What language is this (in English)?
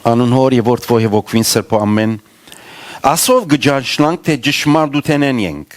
Western Armenian